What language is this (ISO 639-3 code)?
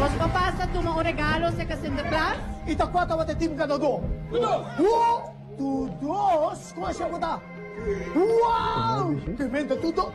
pap